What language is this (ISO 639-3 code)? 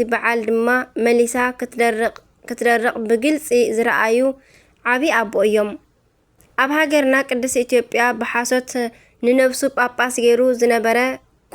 tir